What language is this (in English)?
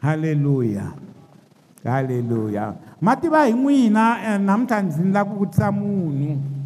Tsonga